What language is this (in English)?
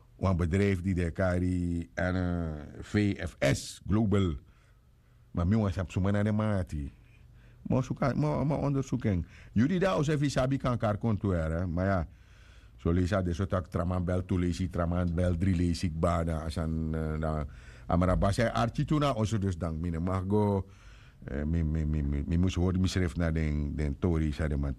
Sranan Tongo